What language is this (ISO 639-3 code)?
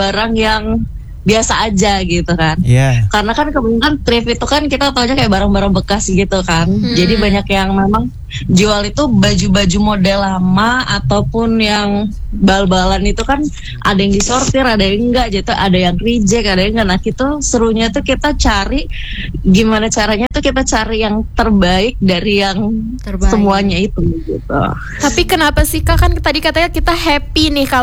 ind